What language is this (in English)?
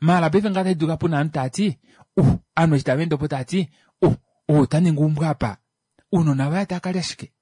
Kuanyama